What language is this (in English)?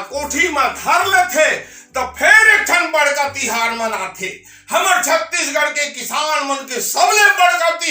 Chhattisgarhi